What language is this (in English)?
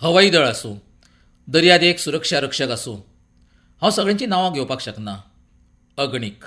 Konkani